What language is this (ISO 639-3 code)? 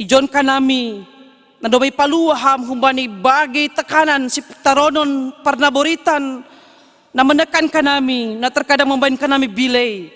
bts